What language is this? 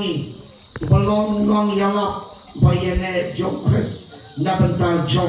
Khasi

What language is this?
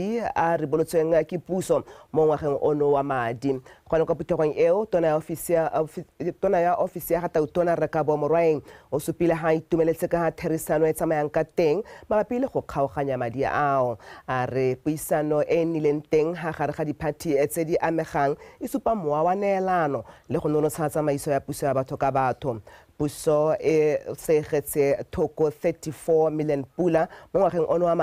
Tswana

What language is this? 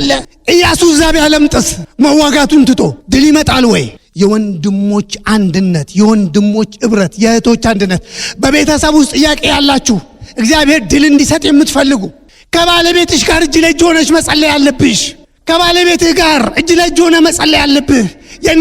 Amharic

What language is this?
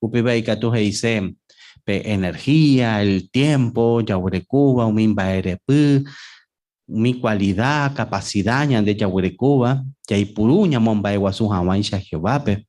Guarani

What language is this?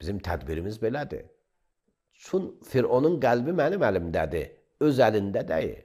Azerbaijani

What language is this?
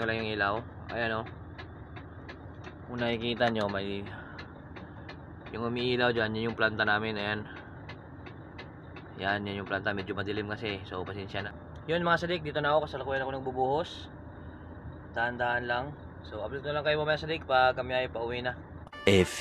Filipino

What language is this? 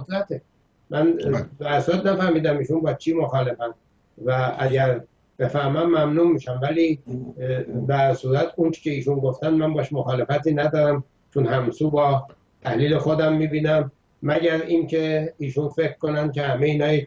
Persian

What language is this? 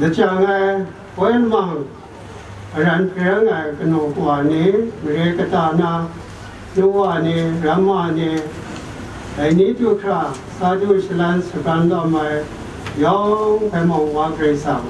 Kachin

